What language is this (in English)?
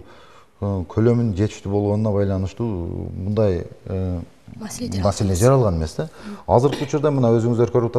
Kyrgyz